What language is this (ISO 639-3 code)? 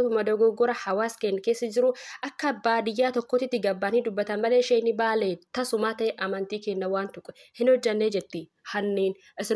orm